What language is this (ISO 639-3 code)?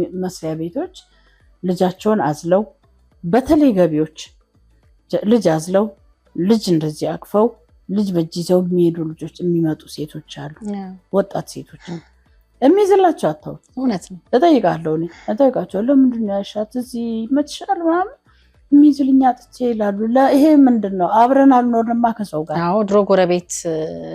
amh